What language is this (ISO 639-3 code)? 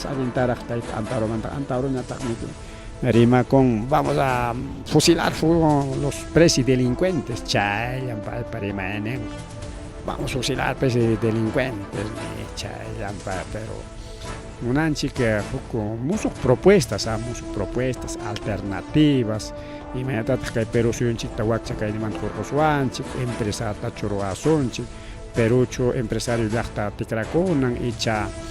quy